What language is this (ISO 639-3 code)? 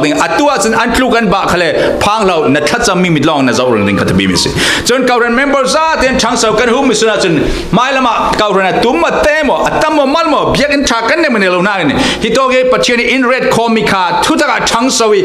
cfm